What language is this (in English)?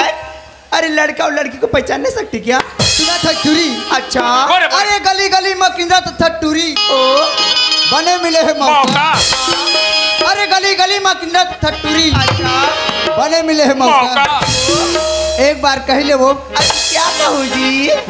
Chhattisgarhi